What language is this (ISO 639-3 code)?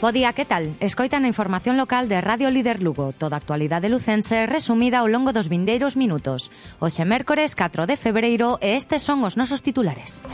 glg